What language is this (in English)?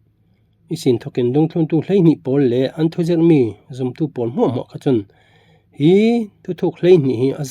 Falam Chin